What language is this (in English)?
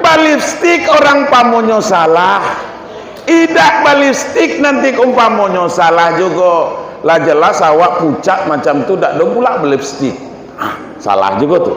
Minangkabau